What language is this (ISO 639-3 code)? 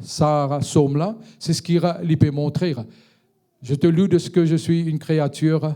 mfe